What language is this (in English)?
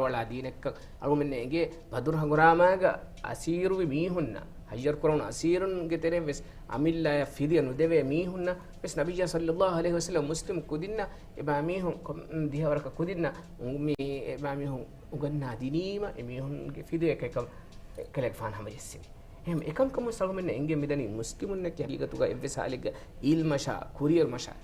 Divehi